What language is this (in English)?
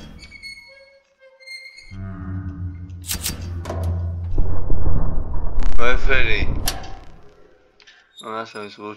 Czech